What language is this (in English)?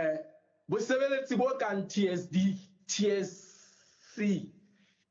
Southern Sotho